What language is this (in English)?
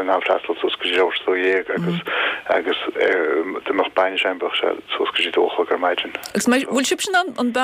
Irish